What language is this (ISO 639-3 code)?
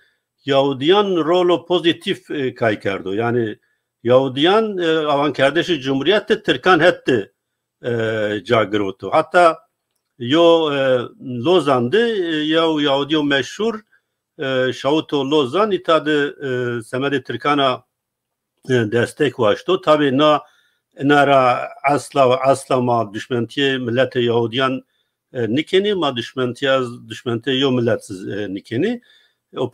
zza